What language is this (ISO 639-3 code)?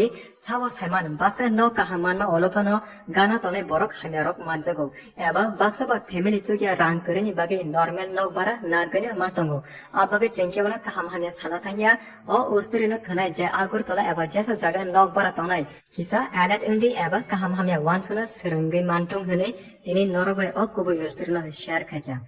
trp